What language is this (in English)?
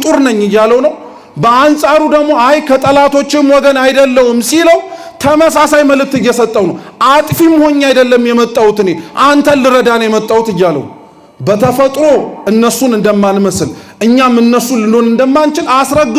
Amharic